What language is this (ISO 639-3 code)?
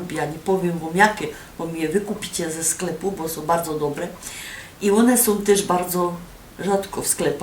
szl